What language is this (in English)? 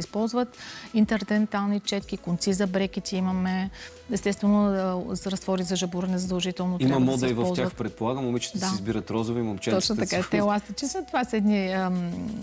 Bulgarian